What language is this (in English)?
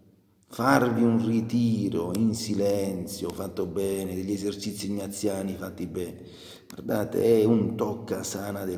Italian